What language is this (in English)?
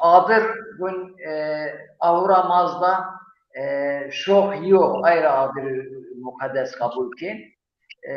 Zaza